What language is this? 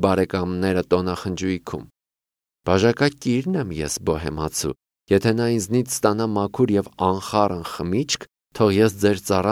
Armenian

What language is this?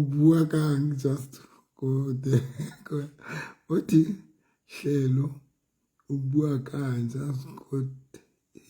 Southern Sotho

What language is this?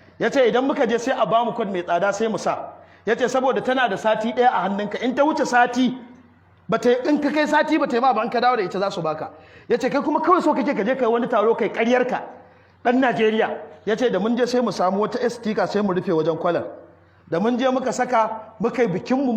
Hausa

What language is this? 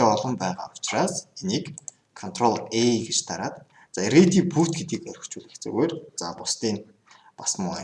Mongolian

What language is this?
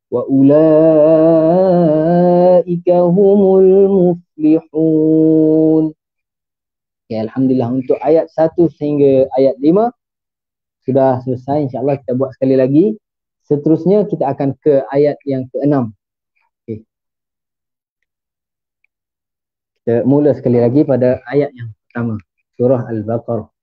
Malay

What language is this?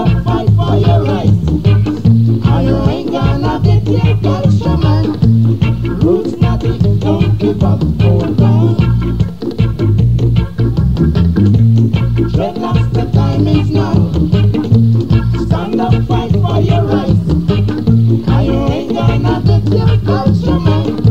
English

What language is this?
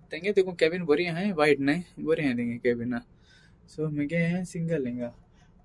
Konkani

